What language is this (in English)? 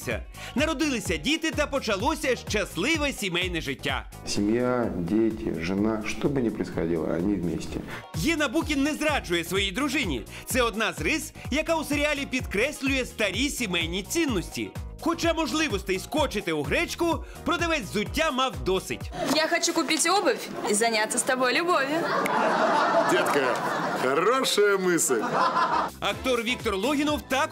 Ukrainian